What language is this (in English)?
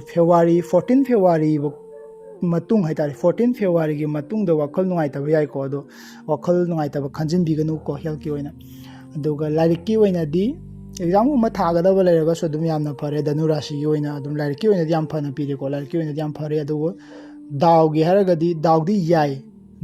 Manipuri